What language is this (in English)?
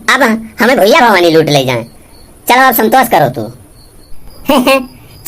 Awadhi